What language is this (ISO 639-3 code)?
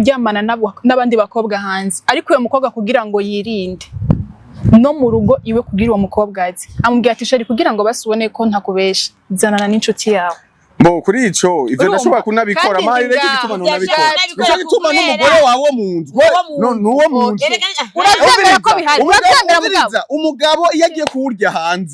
run